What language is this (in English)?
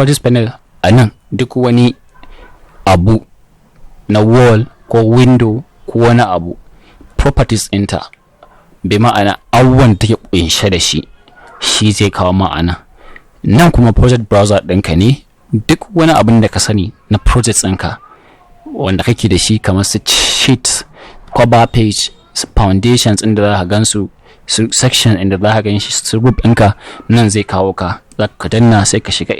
Hausa